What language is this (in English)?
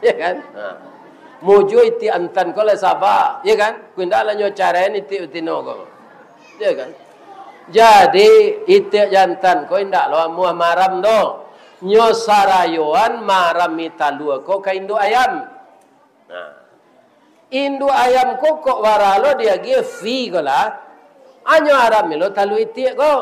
Minangkabau